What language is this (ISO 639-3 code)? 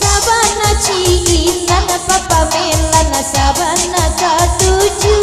min